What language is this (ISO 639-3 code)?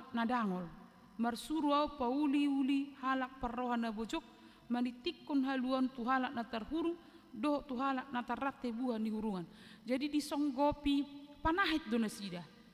bbc